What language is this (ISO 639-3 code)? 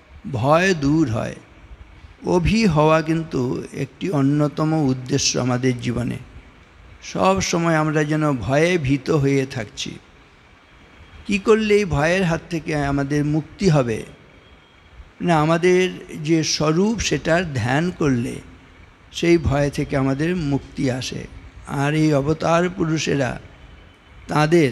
ben